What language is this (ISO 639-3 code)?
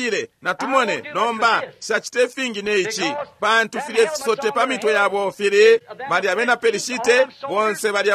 bem